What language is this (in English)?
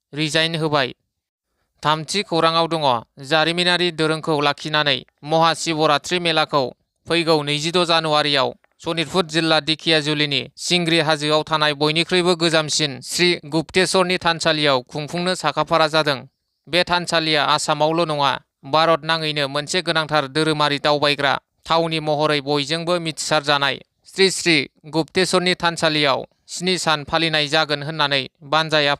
Bodo